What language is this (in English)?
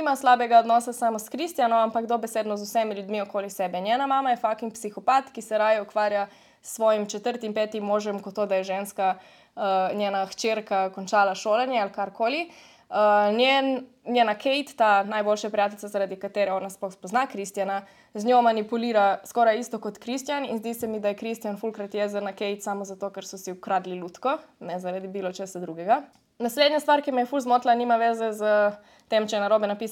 Slovenian